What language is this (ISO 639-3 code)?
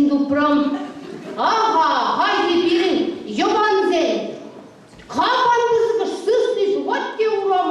chv